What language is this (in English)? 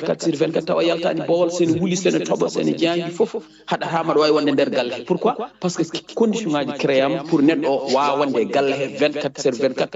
Fula